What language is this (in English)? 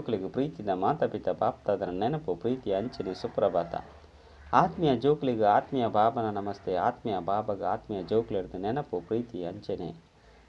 Tulu